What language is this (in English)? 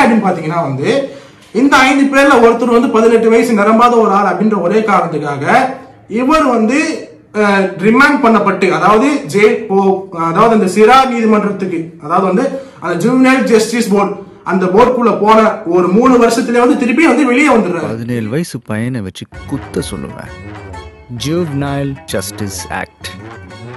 Tamil